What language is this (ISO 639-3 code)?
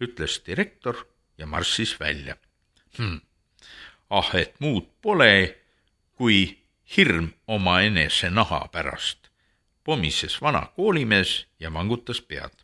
est